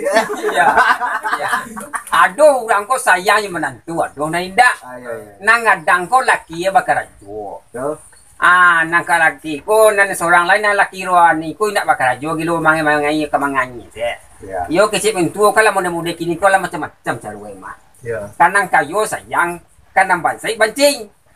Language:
Minangkabau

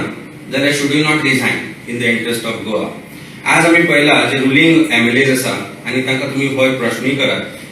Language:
Konkani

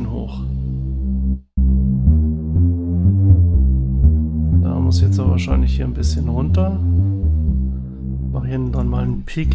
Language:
German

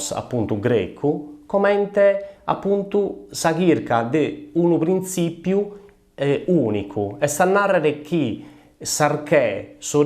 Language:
Sardinian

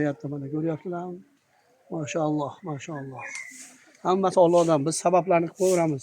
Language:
Uzbek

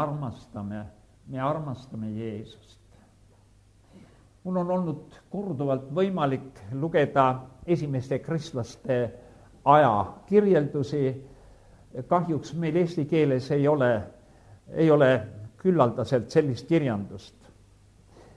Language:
Estonian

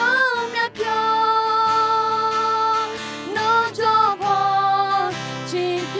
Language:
Akha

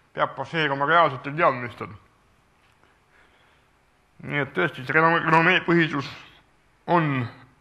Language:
Estonian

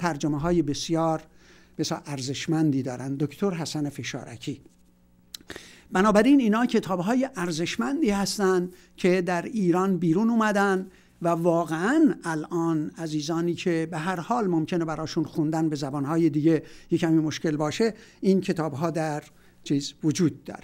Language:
Persian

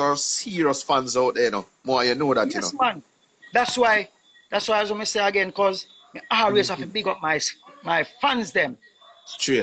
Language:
Jamaican Creole English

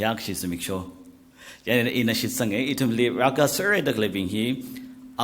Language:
Tangkhul Naga (India)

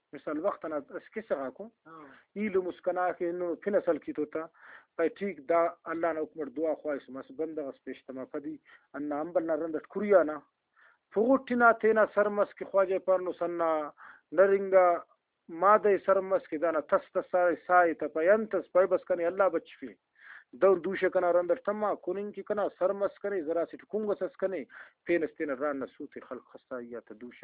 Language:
Brahui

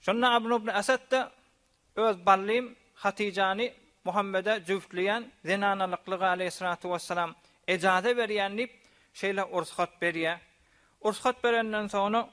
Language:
Turkmen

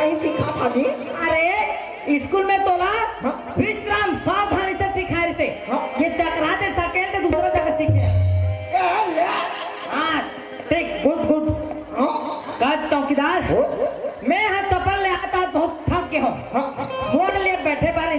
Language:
Chhattisgarhi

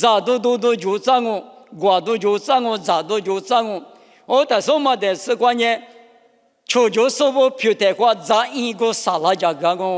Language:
Lisu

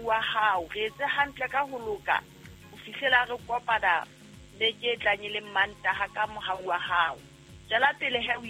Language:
Southern Sotho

